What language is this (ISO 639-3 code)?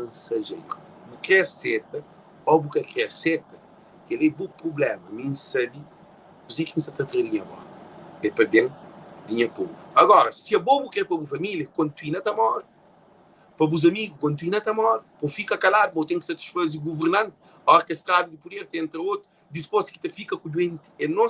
kea